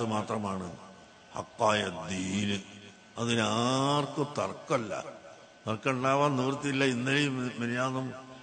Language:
Malayalam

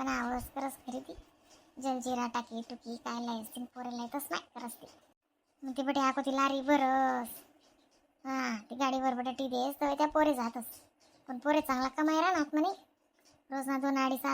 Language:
Khandesi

